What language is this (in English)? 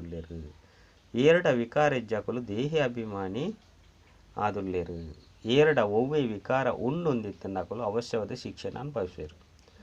Tulu